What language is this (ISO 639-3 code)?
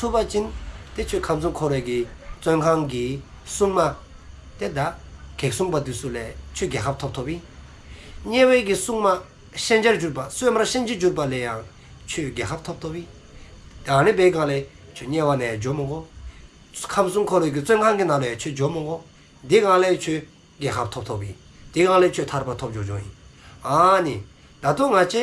dzo